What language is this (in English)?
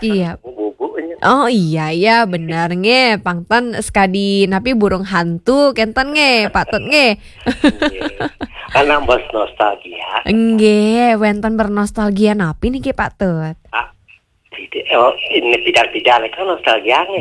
Balinese